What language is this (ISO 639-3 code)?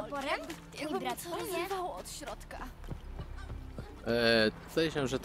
pol